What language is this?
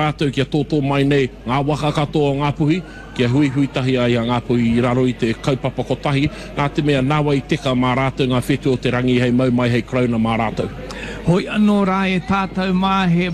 Māori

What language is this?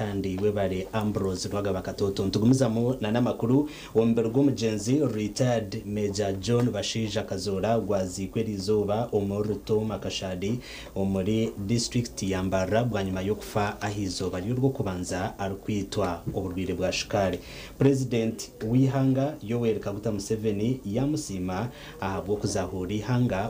Nyankole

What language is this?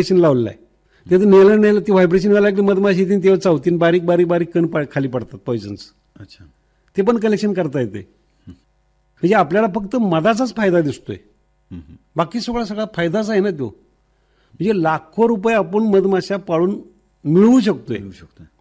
Marathi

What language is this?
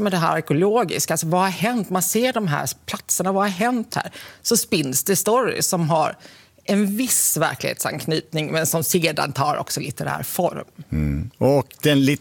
Swedish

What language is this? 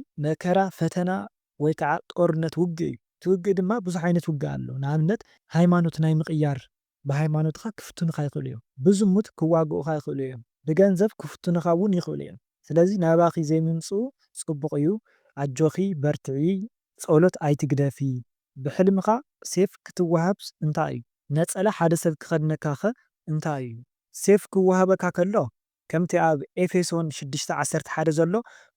Tigrinya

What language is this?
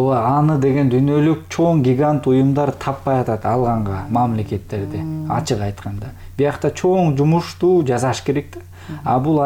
Kyrgyz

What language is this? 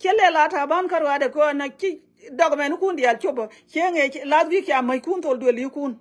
Nuer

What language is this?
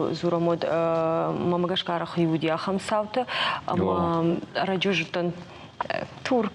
Ossetic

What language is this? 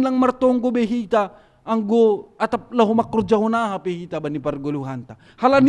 Batak Simalungun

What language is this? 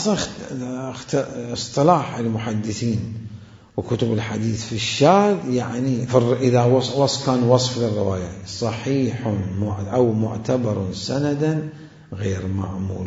Mesopotamian Arabic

